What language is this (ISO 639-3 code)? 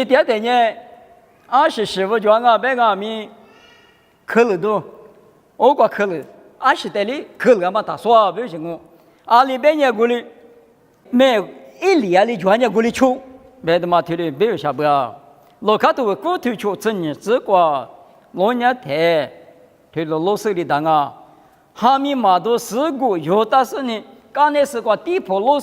lis